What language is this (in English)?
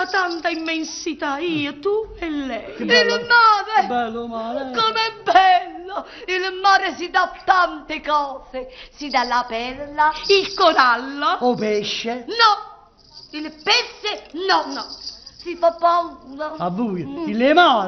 Neapolitan